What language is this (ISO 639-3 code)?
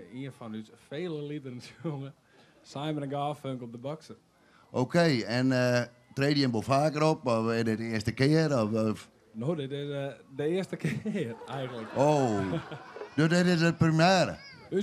fry